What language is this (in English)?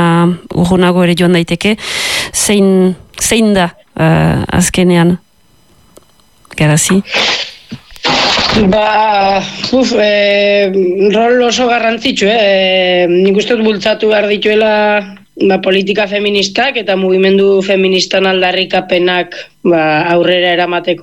Basque